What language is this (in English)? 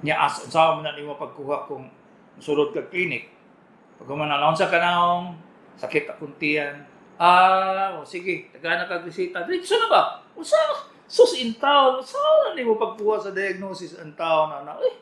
Cebuano